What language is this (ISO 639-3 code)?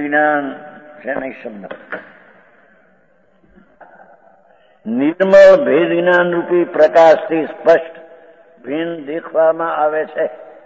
guj